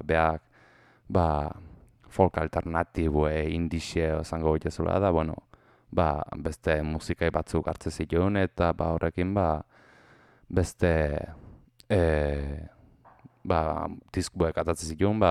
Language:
Basque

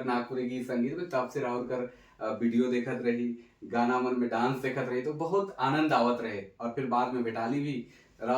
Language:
Sadri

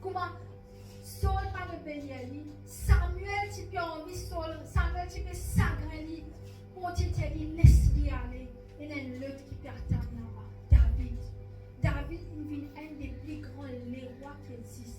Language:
Morisyen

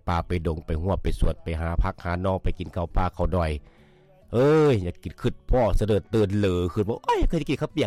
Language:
Lao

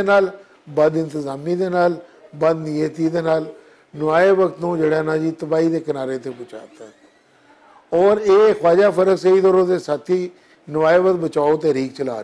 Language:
Western Panjabi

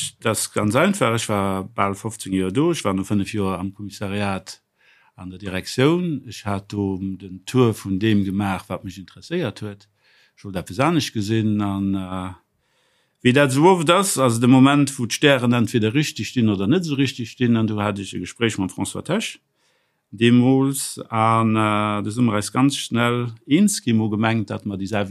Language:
Luxembourgish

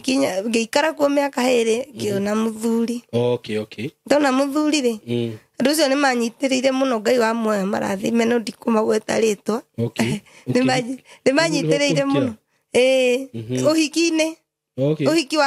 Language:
Kikuyu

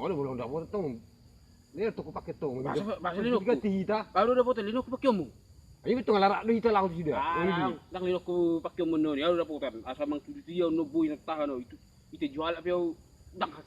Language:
Batak Toba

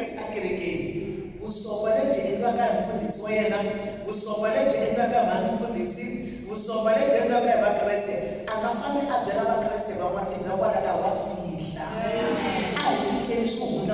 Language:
Tsonga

